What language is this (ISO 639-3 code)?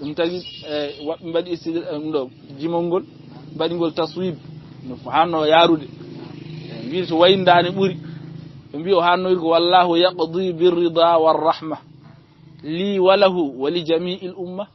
ful